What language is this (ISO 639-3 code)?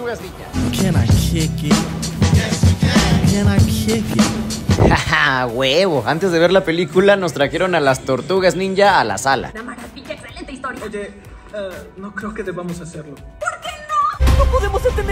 spa